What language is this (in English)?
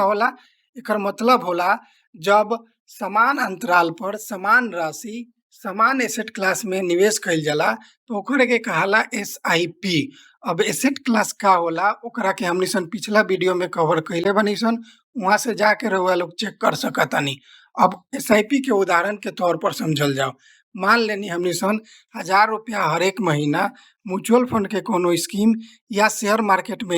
Bhojpuri